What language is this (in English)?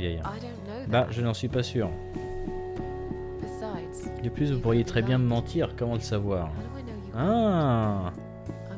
French